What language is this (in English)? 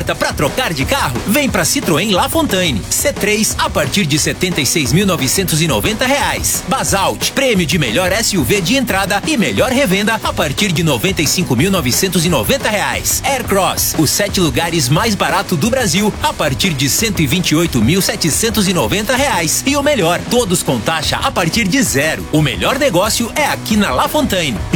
Portuguese